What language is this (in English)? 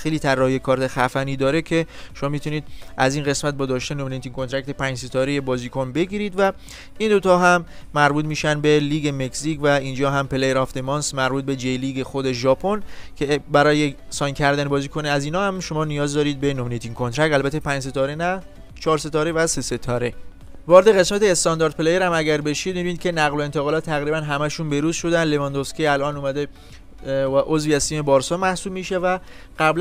Persian